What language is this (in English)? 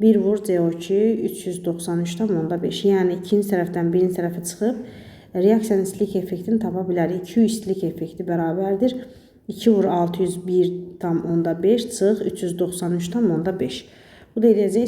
Azerbaijani